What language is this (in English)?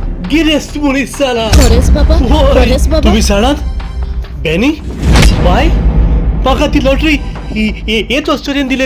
Konkani